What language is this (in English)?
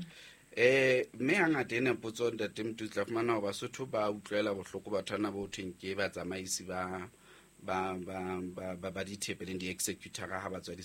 Southern Sotho